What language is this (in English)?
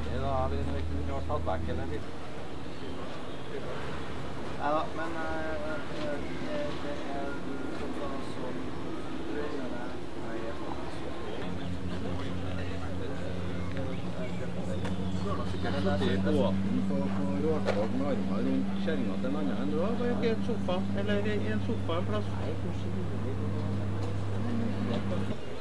Norwegian